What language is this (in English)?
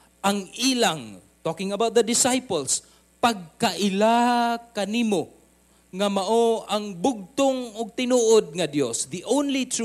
Cebuano